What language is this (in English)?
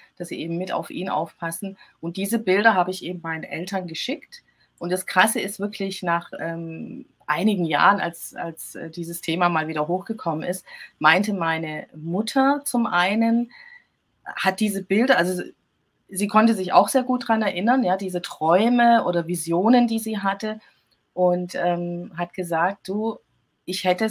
German